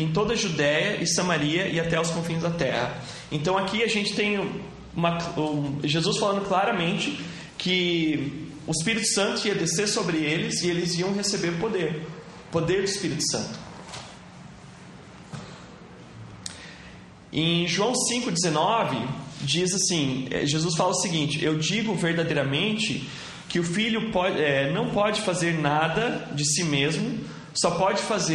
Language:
Portuguese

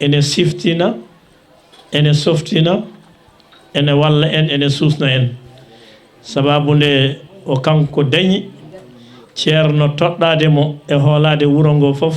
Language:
Fula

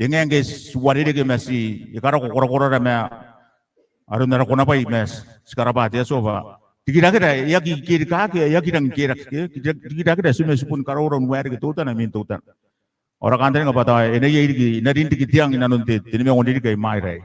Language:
Gilbertese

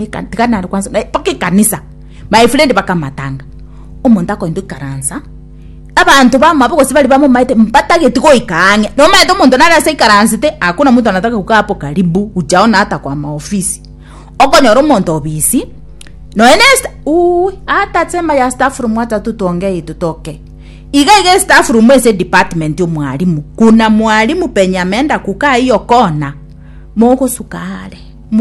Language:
Gusii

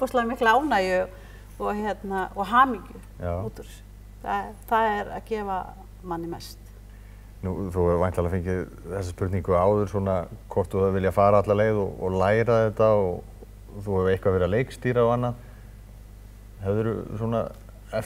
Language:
Icelandic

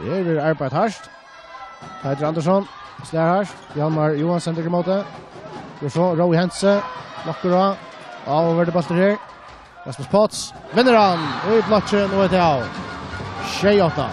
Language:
Faroese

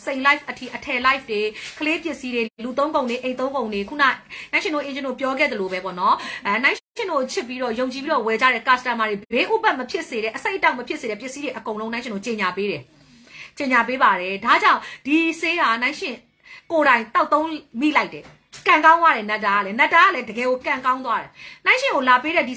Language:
Burmese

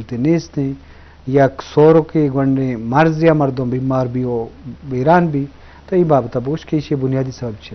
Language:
Eastern Balochi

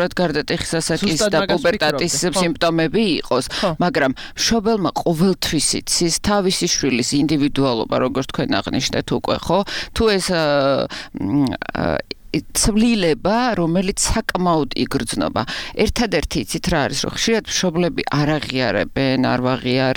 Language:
Georgian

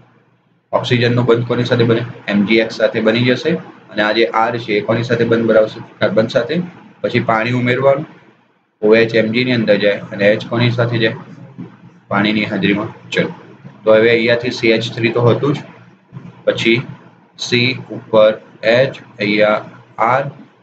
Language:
Gujarati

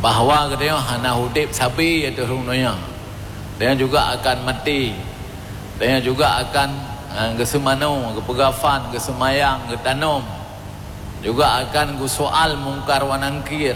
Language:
Achinese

